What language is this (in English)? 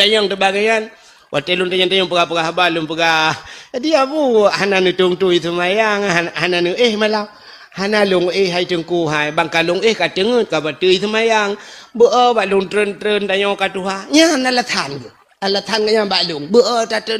Achinese